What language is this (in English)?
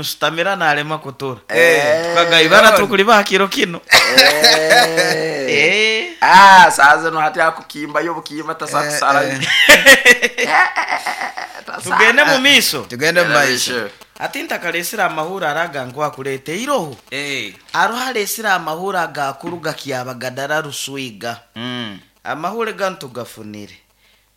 Nyoro